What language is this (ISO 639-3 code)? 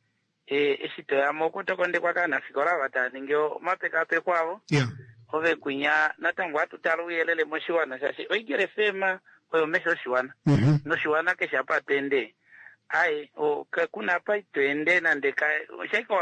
kua